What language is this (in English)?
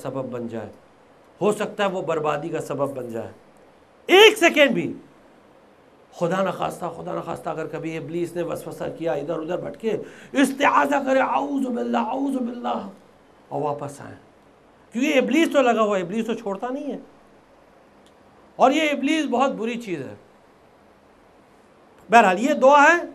Urdu